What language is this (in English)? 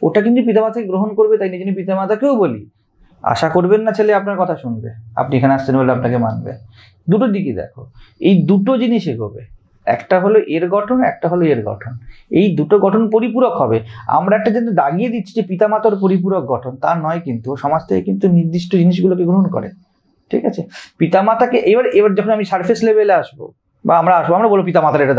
Bangla